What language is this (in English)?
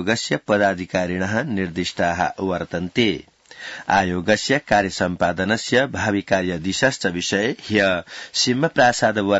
Sanskrit